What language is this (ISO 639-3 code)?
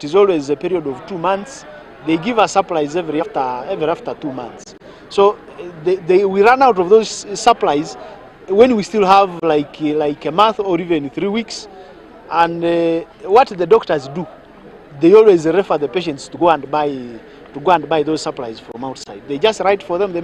nyn